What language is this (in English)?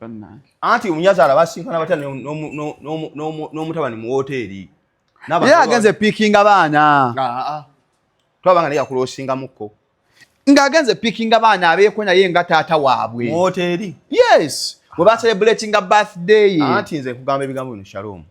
Ganda